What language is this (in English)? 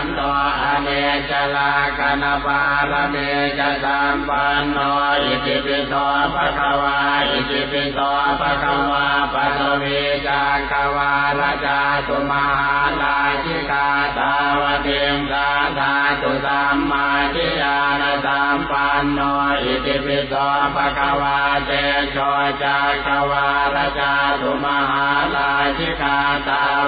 Pali